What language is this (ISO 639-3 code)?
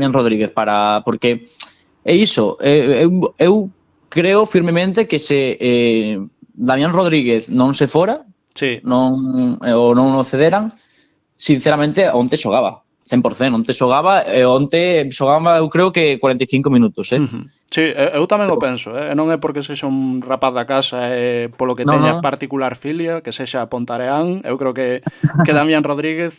glg